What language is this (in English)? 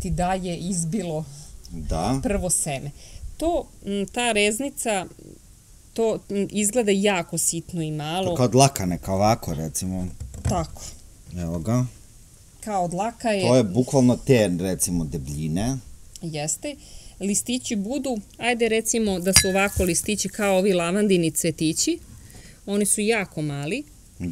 Serbian